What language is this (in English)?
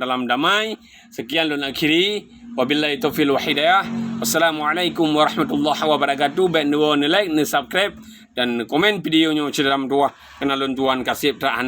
Achinese